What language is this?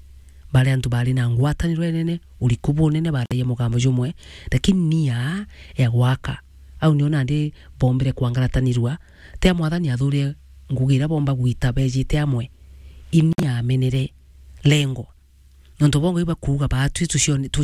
Meru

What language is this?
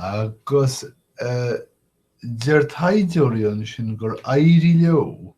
Irish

